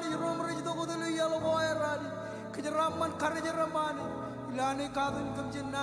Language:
Marshallese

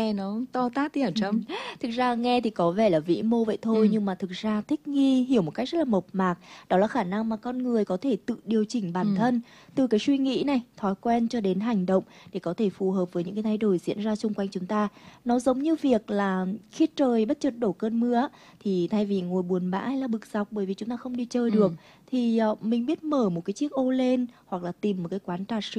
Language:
Vietnamese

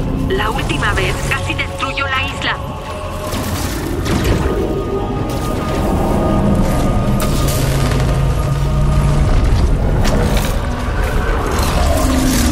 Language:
Spanish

